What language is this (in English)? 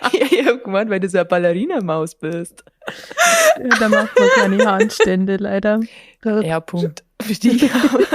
Bavarian